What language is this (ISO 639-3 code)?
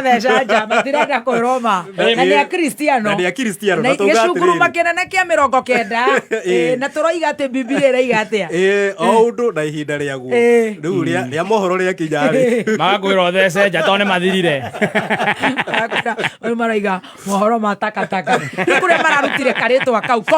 kik